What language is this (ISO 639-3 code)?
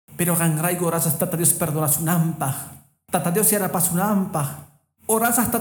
que